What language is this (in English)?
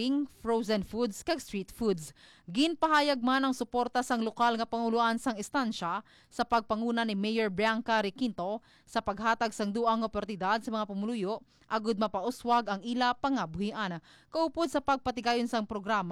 Hiligaynon